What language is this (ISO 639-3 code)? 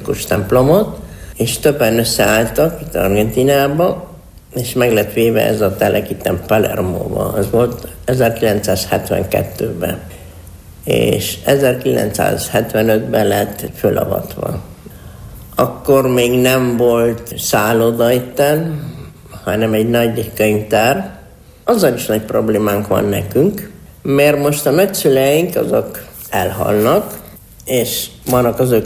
hun